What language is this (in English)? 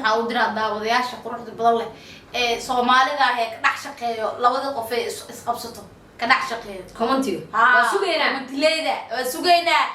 Somali